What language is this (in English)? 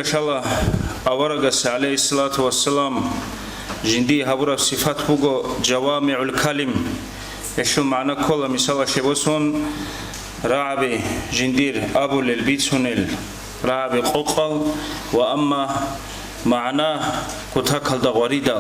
Avaric